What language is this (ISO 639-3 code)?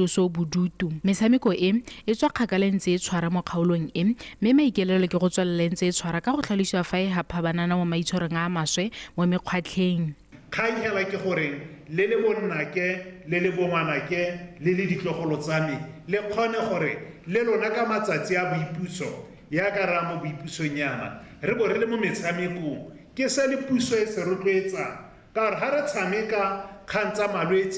tsn